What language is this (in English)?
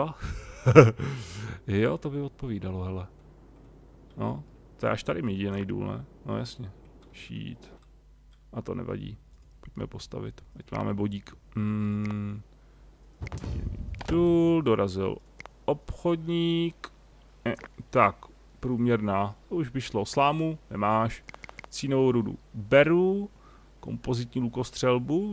Czech